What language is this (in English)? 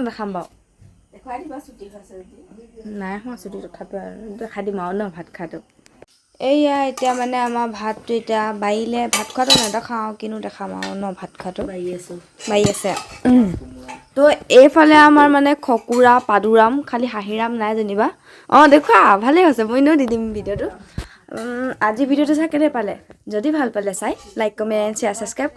Assamese